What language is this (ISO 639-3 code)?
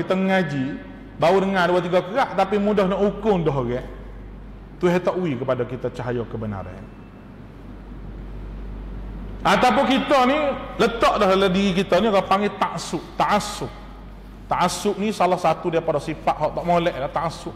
msa